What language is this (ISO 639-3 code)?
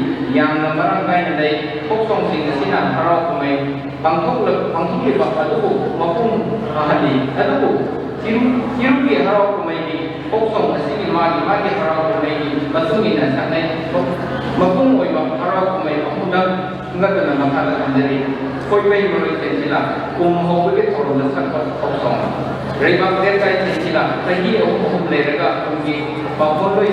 mni